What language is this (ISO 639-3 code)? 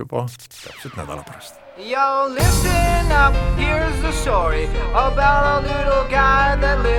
est